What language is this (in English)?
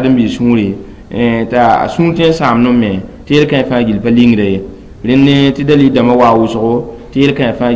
Mossi